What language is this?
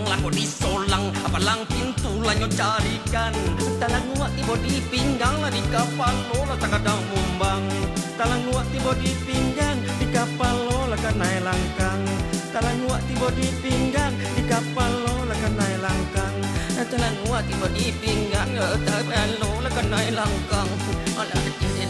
Minangkabau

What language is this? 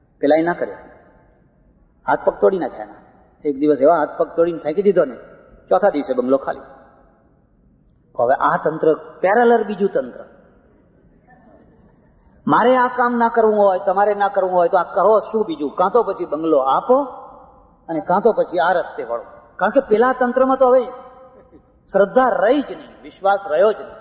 Gujarati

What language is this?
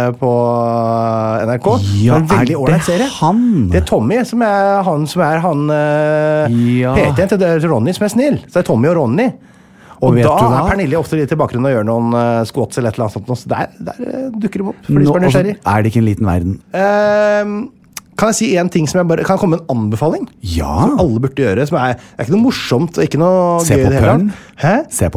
Norwegian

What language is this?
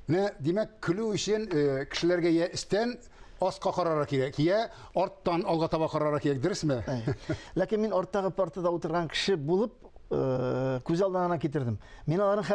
Tatar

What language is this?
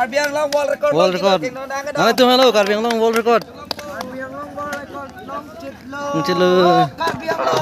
Karbi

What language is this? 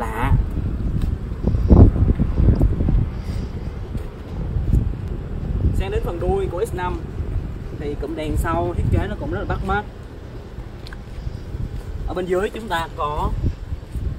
Vietnamese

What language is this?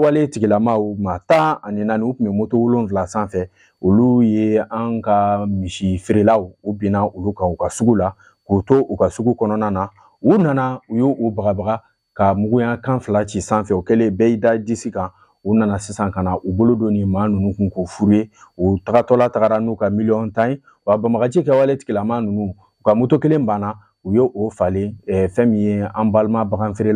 Bambara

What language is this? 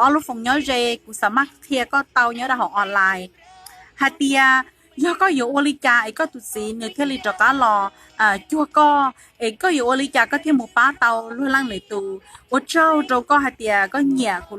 Hmong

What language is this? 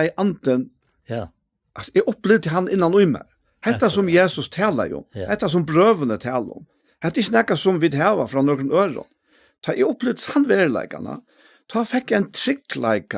Faroese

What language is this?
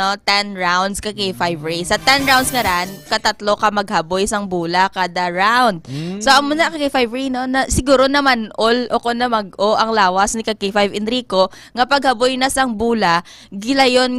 Hiligaynon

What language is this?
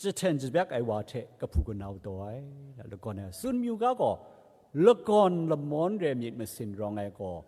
Kachin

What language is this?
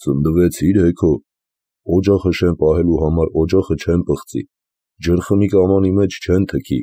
Armenian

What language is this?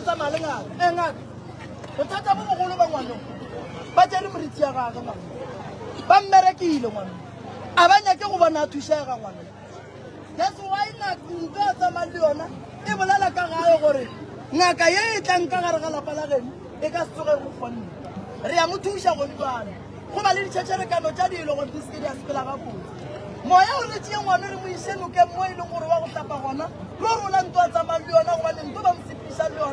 Northern Sotho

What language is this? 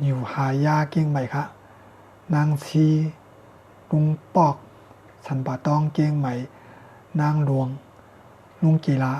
Shan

